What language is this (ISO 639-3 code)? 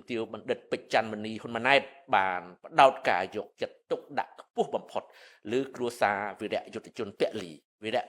khm